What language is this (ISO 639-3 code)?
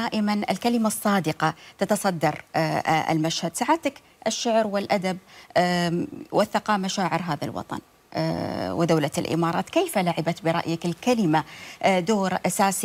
afb